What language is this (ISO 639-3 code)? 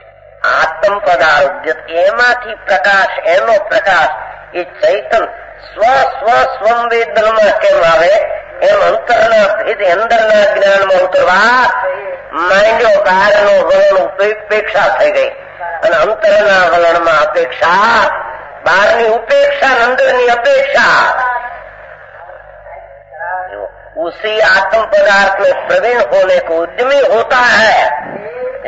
guj